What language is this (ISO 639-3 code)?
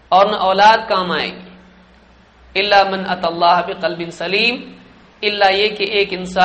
urd